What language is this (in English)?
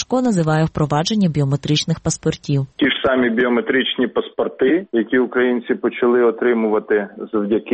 Ukrainian